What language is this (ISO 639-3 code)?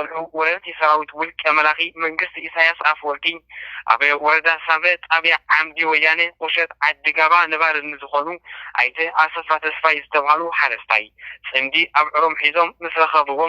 tir